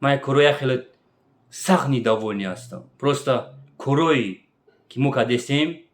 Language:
Tajik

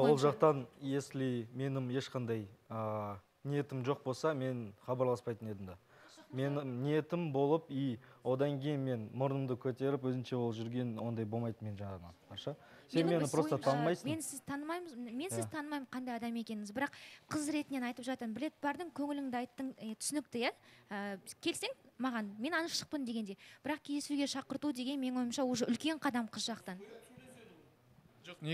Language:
Kazakh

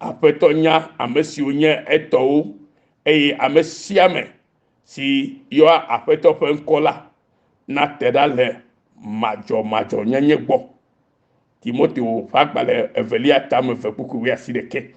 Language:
Ewe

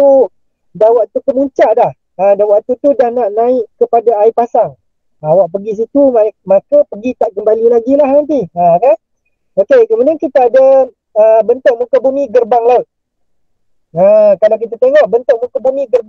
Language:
Malay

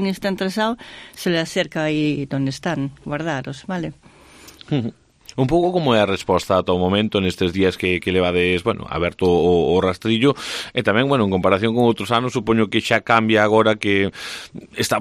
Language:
Galician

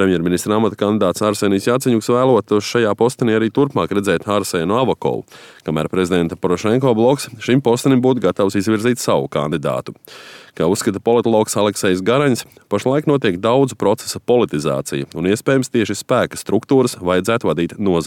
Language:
Latvian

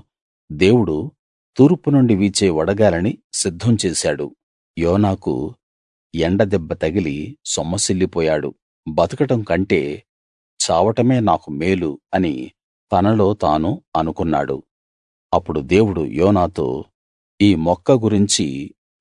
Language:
Telugu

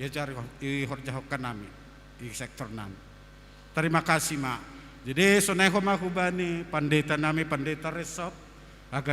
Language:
Batak Simalungun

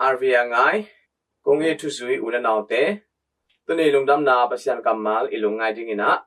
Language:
Tedim Chin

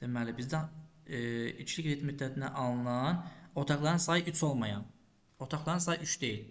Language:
Azerbaijani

